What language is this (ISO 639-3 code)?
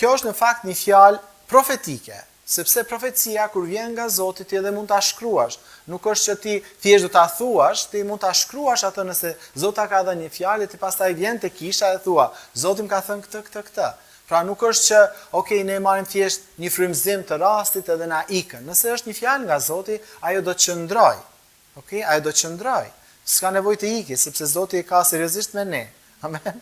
sqi